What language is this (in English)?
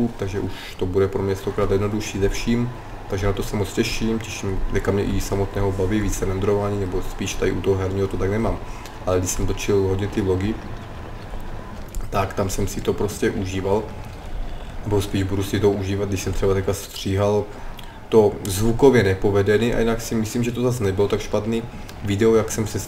Czech